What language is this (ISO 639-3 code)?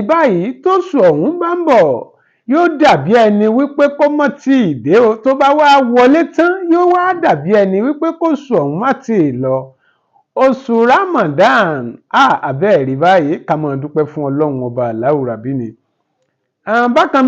yor